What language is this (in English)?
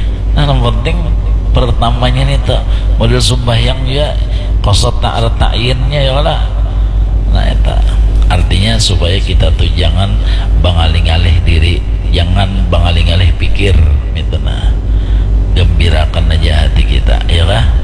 Banjar